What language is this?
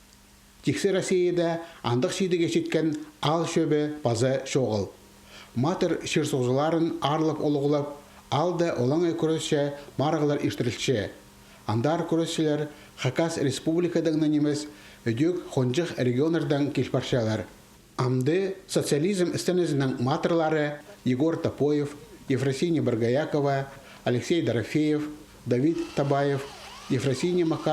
Khakas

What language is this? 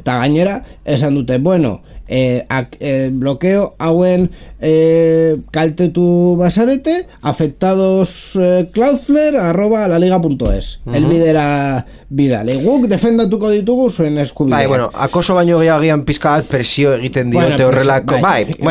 Basque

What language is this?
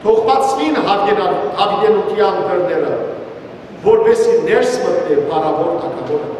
Western Armenian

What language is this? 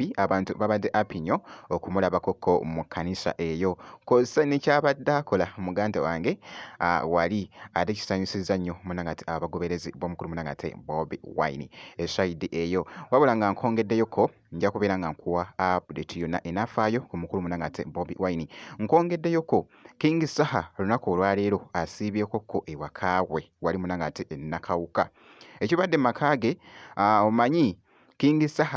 Ganda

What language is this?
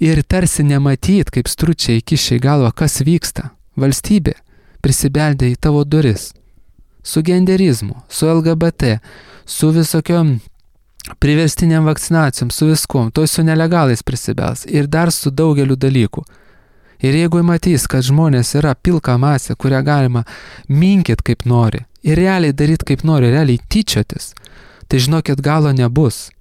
Lithuanian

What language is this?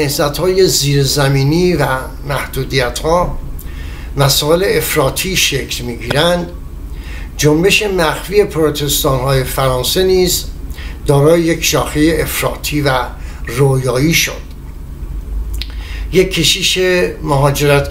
Persian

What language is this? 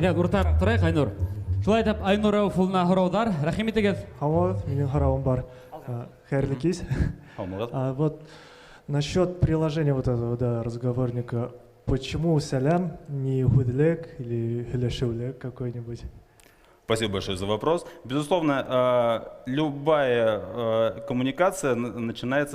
Bashkir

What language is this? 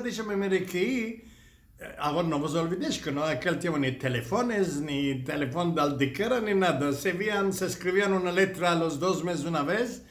Ladino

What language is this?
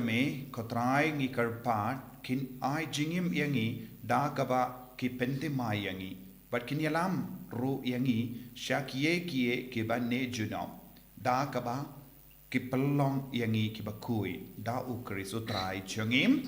Khasi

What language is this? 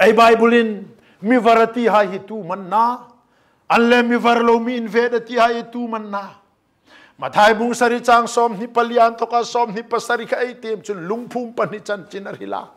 Hmar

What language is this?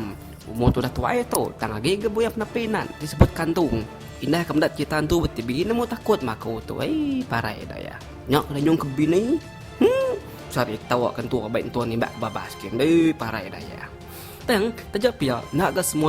Iban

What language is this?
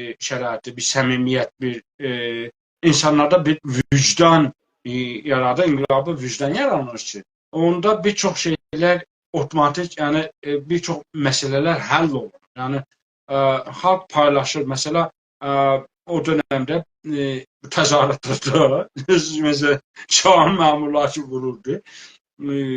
South Azerbaijani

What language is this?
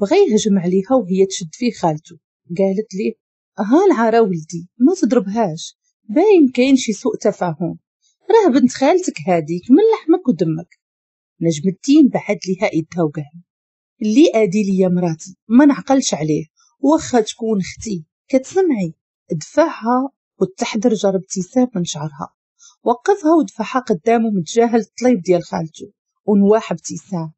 Moroccan Arabic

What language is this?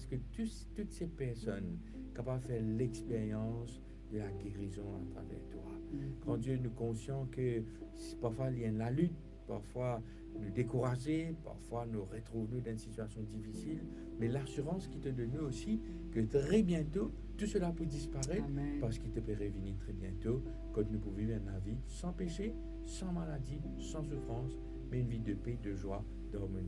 Morisyen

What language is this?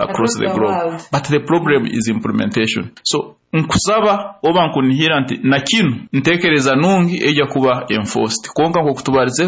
Nyoro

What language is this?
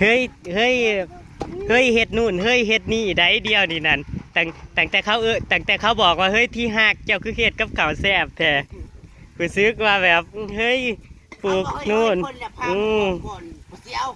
Northeastern Thai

